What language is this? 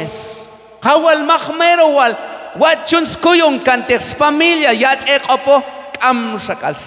Q'anjob'al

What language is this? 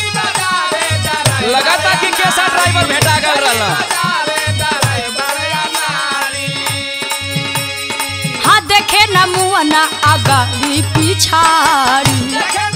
Bhojpuri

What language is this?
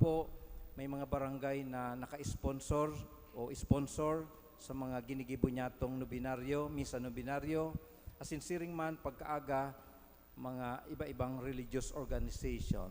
Bikol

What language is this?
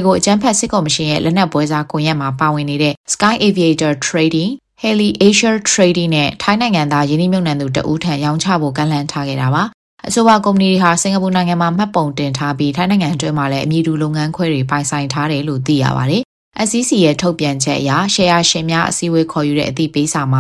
Burmese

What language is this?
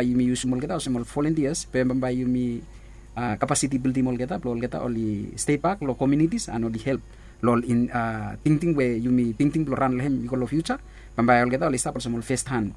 Bislama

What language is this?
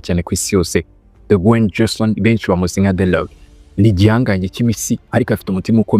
Kinyarwanda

